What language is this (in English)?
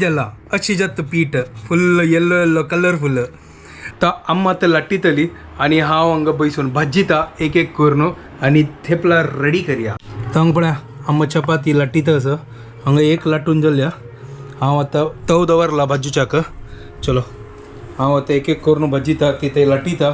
Konkani